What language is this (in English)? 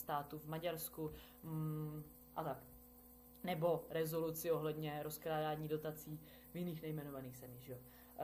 Czech